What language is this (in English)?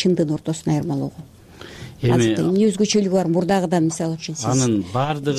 Kyrgyz